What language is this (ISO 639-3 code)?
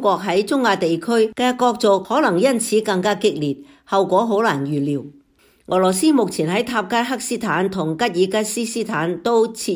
yue